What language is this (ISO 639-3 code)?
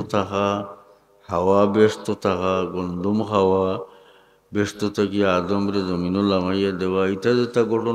syl